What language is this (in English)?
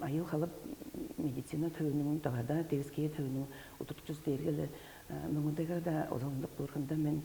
Tuvinian